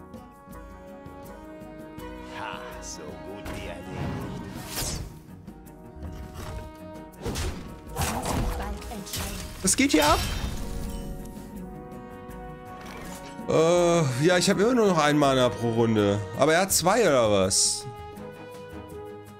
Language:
German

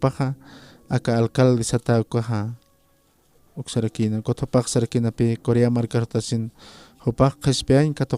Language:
Aymara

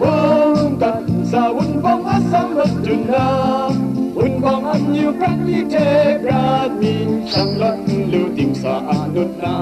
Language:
Kachin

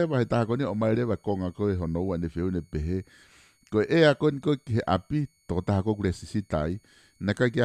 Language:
Tongan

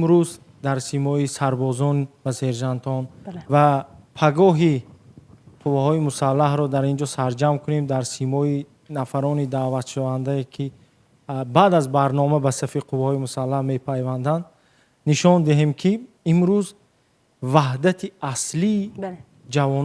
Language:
Tajik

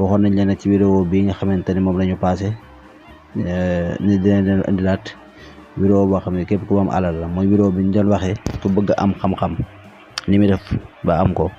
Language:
Wolof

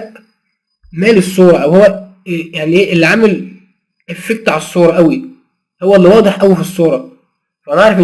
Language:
Egyptian Arabic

